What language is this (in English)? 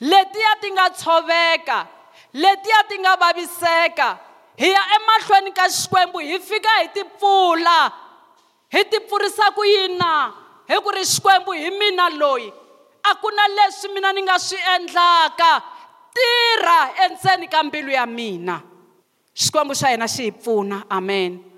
Tsonga